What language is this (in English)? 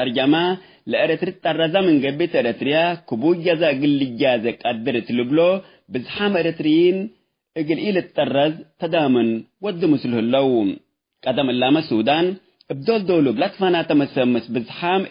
Tigre